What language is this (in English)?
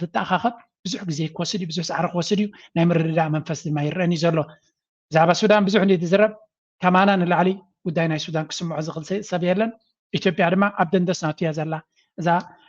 Tigrinya